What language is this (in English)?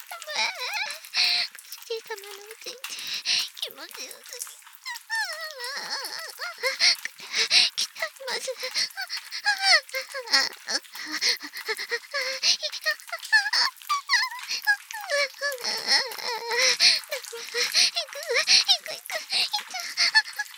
Japanese